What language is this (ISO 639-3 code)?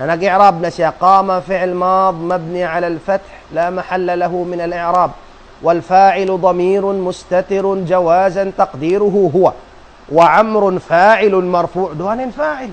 tsg